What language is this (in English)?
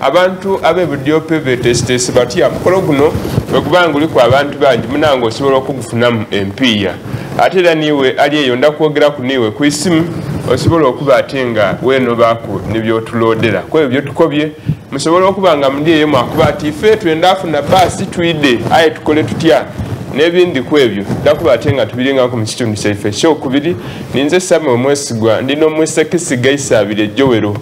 Soga